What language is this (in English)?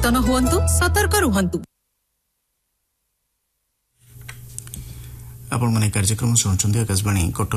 Odia